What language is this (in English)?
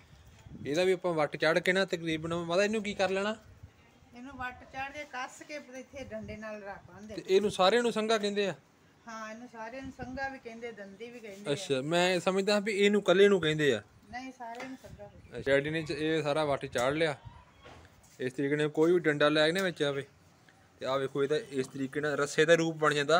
Punjabi